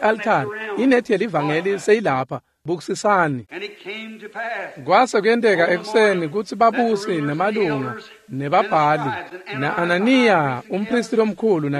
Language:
Swati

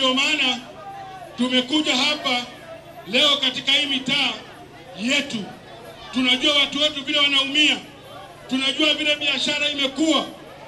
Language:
Swahili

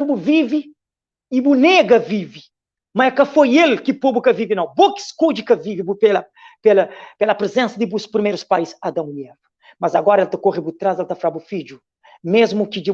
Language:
Kabuverdianu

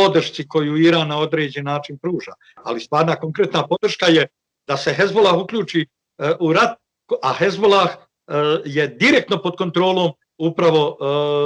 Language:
Bosnian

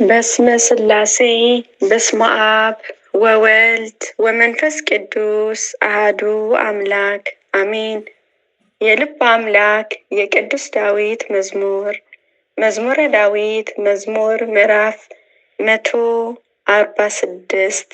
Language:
Amharic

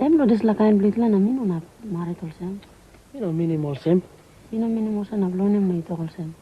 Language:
Tok Pisin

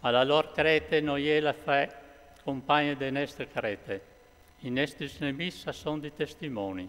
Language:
Friulian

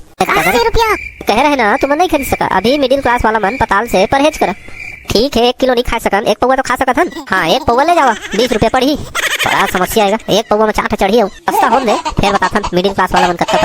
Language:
Chhattisgarhi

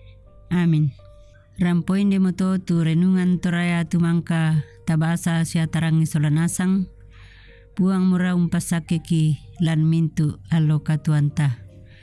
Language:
Toraja-Sa'dan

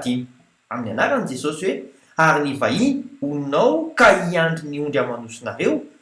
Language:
Malagasy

